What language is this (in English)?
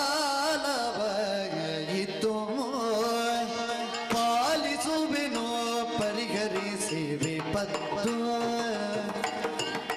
Kannada